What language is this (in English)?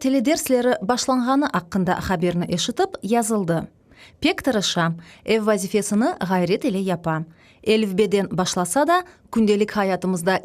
Crimean Tatar